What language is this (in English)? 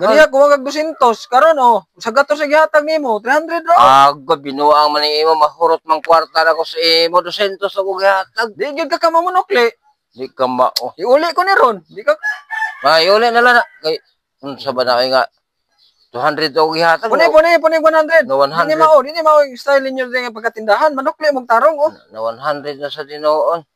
Cebuano